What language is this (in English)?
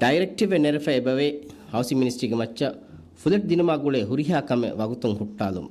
Divehi